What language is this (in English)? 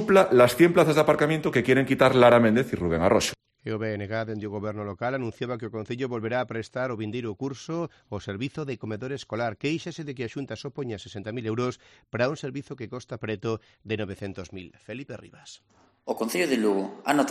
Galician